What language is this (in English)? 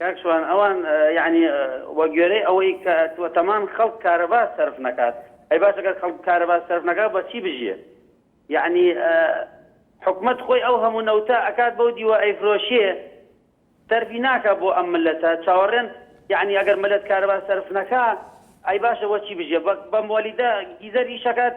Central Kurdish